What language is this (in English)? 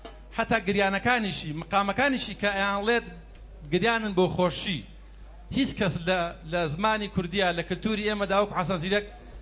Central Kurdish